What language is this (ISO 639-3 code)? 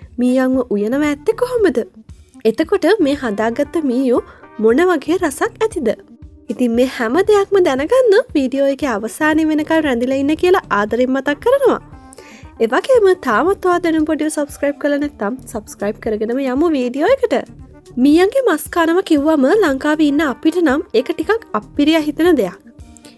sin